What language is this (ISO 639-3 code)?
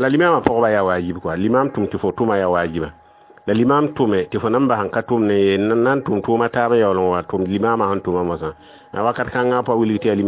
mos